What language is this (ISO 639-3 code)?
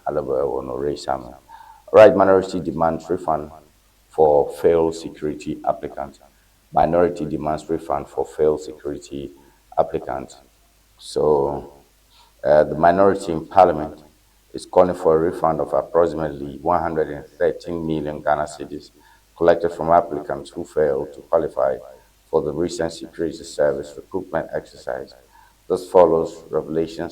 ewe